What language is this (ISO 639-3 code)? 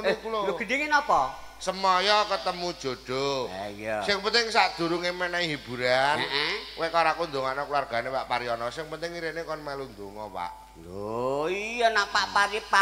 jav